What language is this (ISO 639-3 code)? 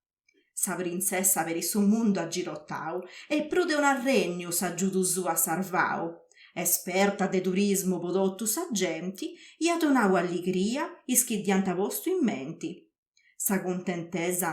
srd